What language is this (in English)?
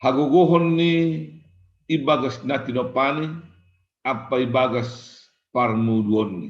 Batak Simalungun